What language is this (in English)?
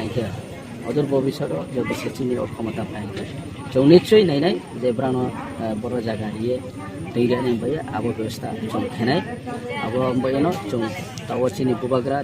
Riang (India)